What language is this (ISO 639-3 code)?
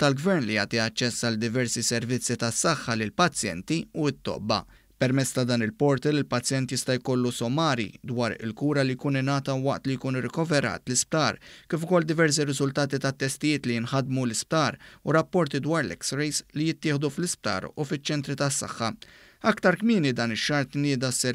mlt